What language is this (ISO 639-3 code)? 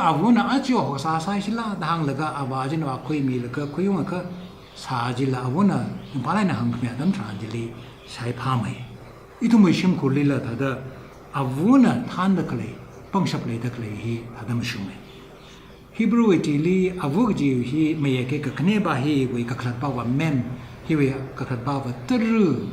nmf